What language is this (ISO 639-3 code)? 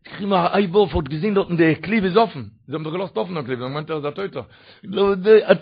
yid